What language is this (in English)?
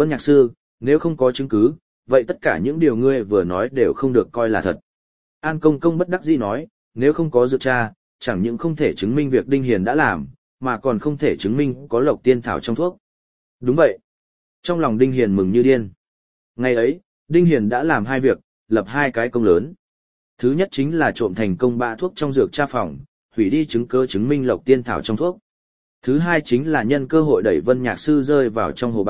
Vietnamese